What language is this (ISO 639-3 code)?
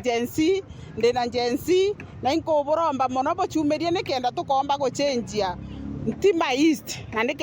mer